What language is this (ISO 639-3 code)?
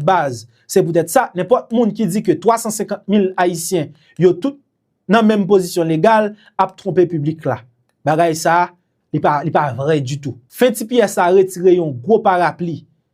hat